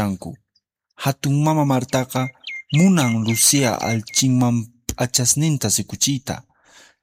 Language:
Quechua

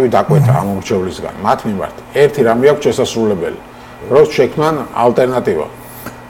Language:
Georgian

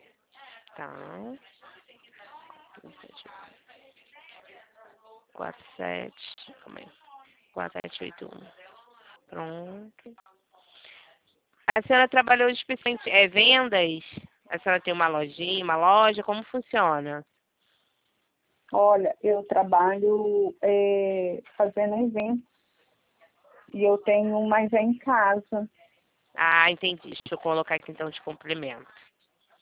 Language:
Portuguese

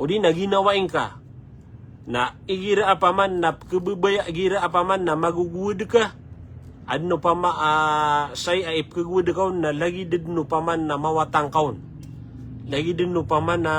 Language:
Maranao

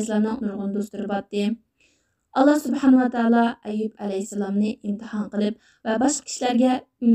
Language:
Uyghur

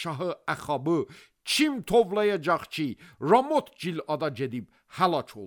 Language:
Azerbaijani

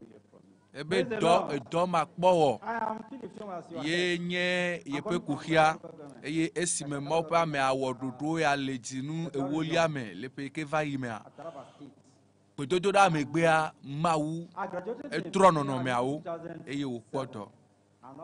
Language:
Ewe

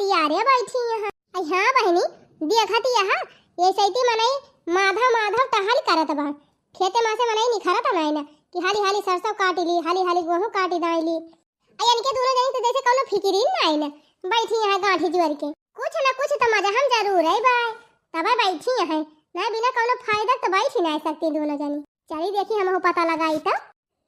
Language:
Awadhi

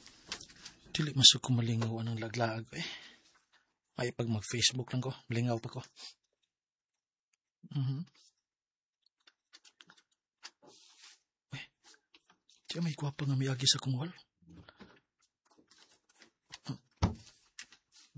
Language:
Cebuano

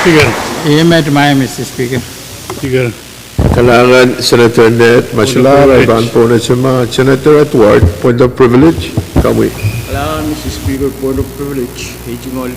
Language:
Pohnpeian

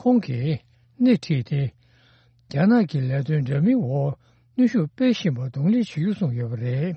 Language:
Tibetan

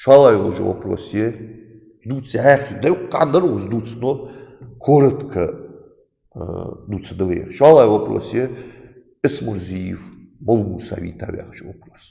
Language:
Ingush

